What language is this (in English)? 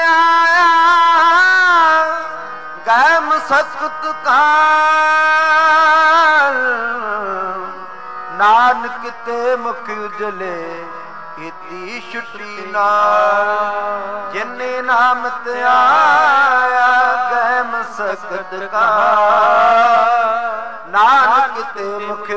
Punjabi